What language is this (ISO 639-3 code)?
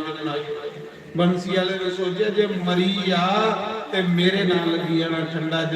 doi